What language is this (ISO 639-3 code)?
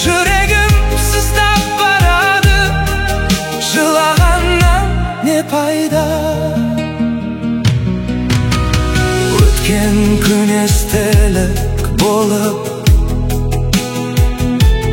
kaz